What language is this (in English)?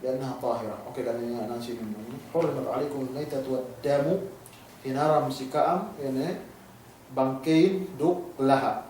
Yakan